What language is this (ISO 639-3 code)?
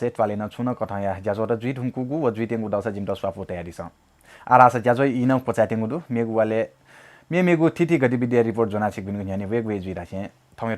new